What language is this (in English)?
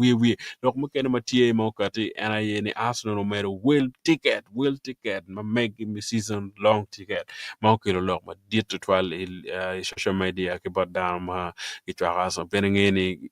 Acoli